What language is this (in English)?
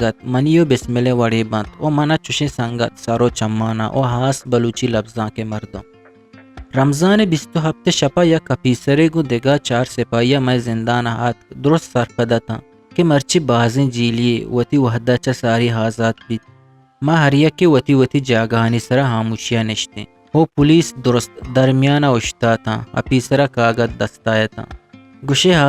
Eastern Balochi